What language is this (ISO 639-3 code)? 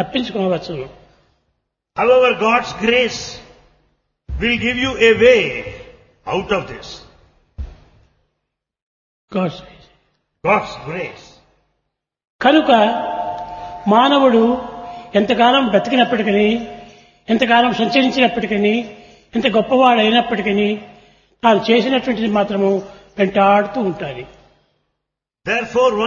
tel